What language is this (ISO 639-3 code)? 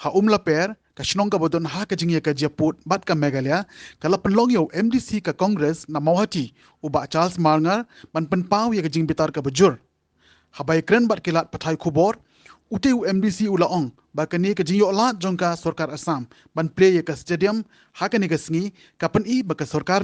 kha